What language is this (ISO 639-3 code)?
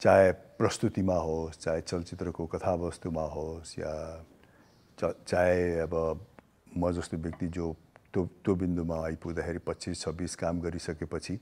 nep